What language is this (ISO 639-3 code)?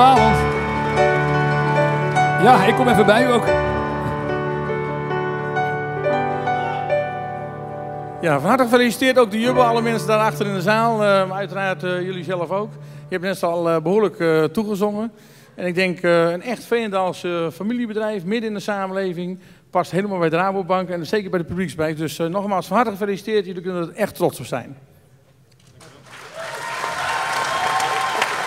nld